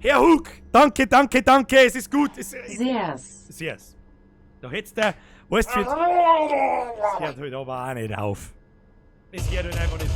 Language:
Bavarian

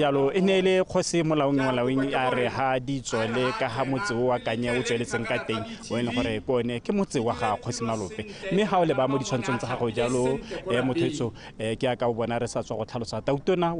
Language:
Tswana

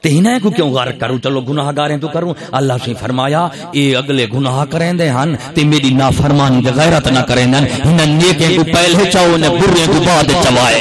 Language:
Saraiki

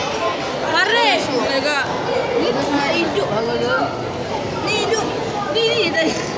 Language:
Malay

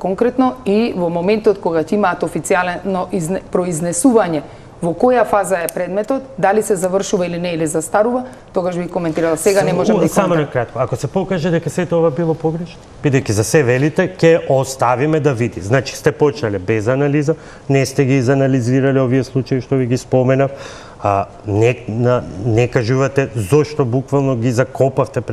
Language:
Macedonian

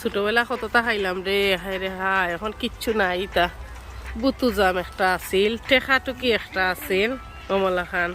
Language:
Sylheti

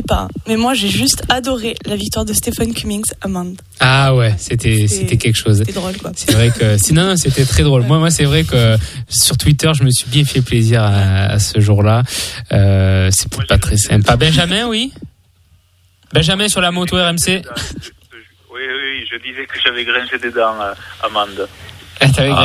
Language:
French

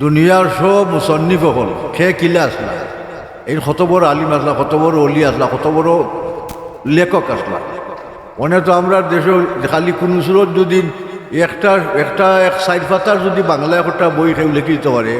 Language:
Sylheti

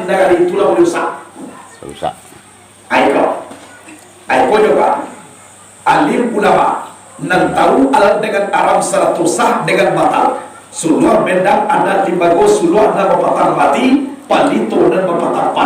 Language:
Minangkabau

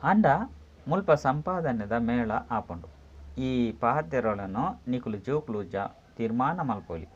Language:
Tulu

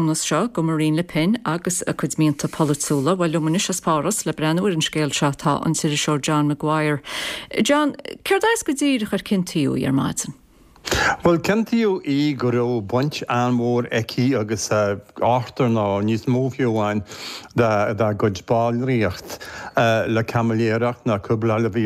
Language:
Irish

